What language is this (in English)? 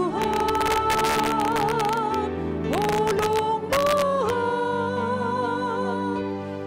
Batak Simalungun